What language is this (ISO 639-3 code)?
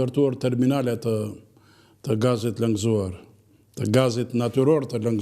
sqi